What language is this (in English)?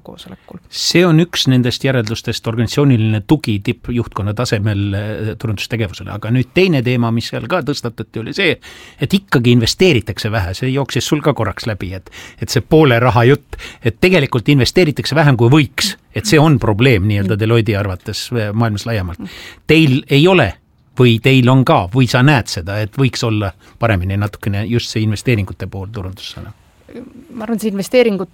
Estonian